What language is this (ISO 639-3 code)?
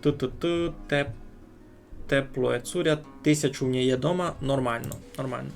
rue